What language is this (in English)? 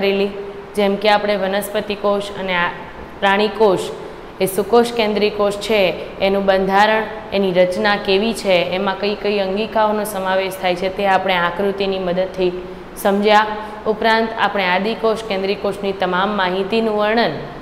Gujarati